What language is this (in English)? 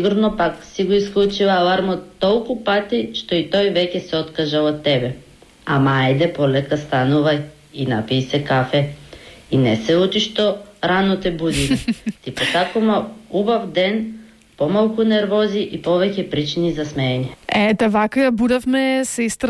Macedonian